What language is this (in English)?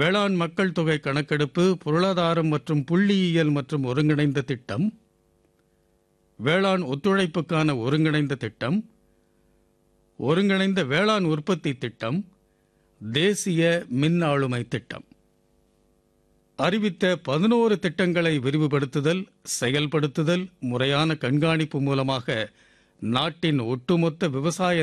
Tamil